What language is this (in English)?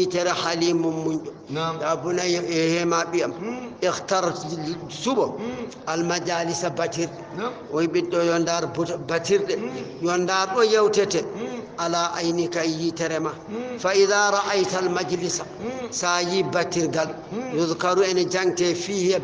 Fula